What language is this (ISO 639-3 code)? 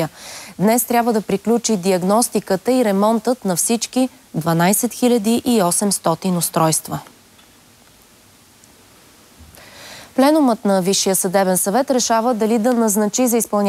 bul